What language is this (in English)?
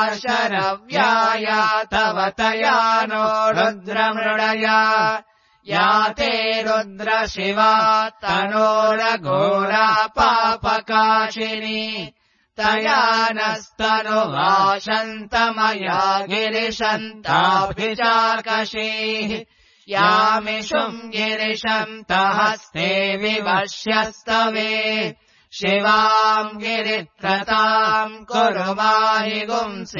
Sanskrit